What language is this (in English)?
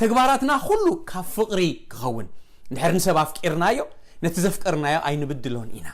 Tigrinya